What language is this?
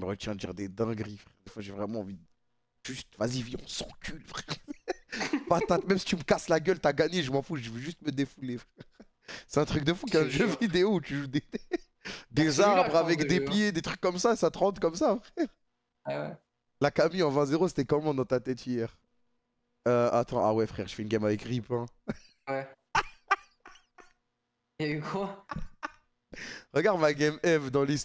French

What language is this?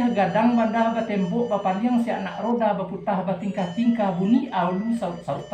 Minangkabau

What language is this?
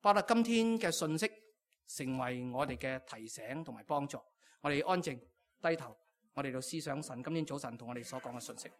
Cantonese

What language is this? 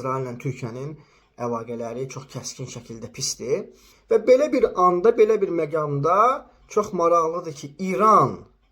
Azerbaijani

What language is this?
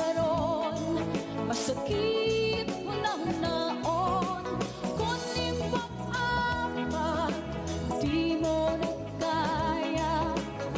Waray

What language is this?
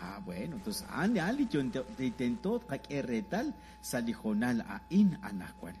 Kekchí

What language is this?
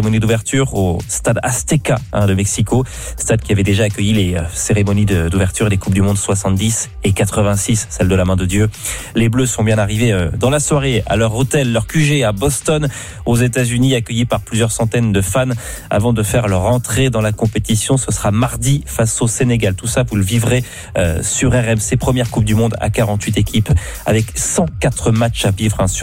French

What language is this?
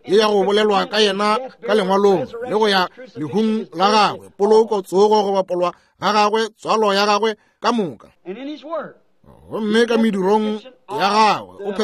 Northern Sotho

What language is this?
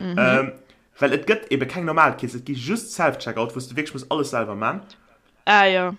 Luxembourgish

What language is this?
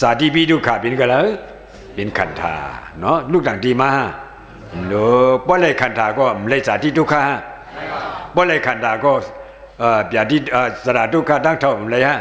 Shan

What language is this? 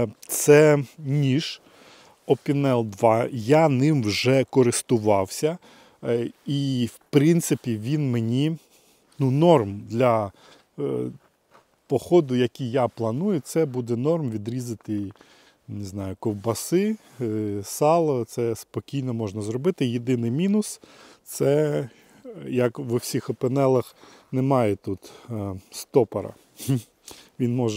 Ukrainian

